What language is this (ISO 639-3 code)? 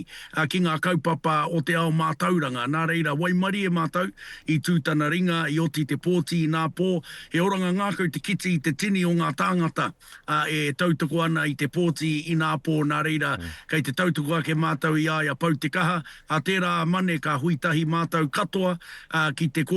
mri